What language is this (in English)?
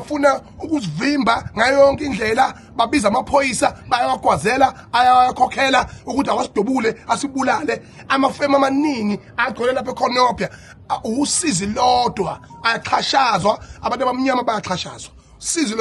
Zulu